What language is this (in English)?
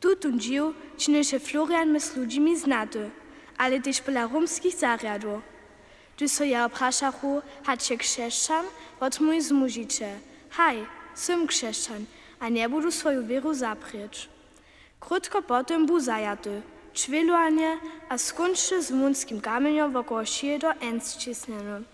Upper Sorbian